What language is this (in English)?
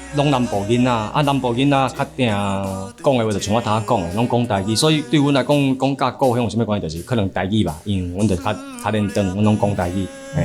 Min Nan Chinese